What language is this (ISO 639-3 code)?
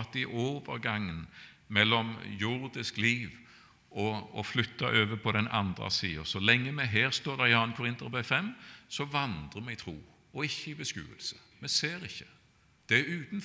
nor